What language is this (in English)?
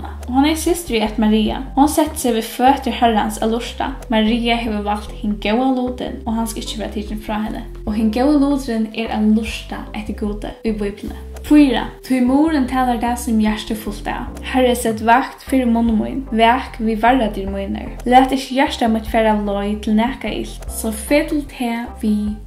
Faroese